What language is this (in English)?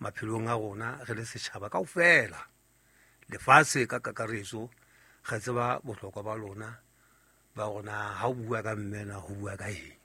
Southern Sotho